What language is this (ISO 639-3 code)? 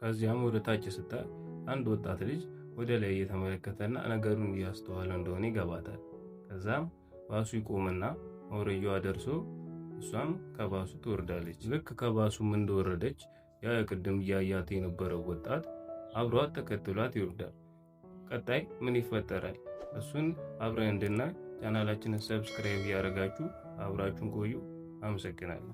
amh